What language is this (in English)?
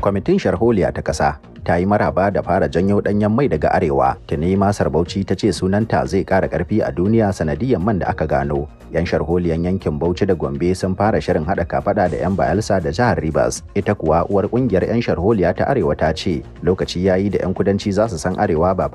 Hausa